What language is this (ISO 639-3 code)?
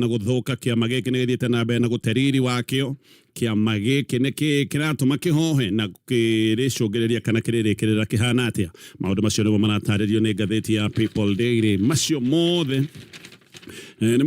kik